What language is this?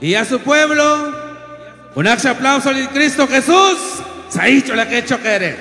Kekchí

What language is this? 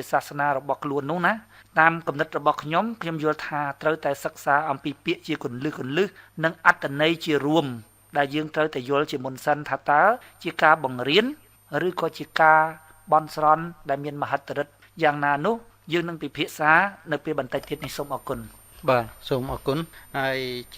Khmer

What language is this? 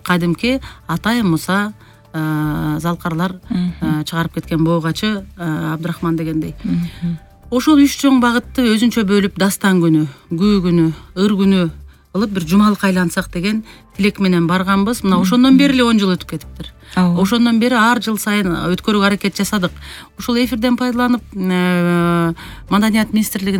Kyrgyz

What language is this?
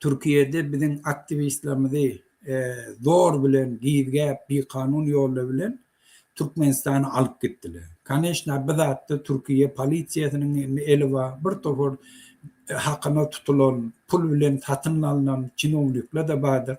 Turkmen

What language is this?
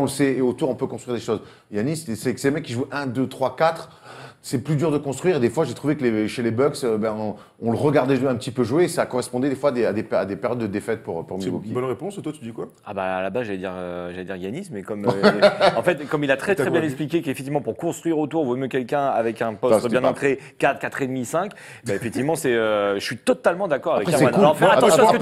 French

